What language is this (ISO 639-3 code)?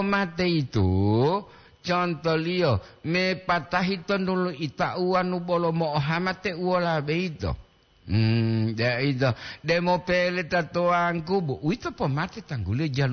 gor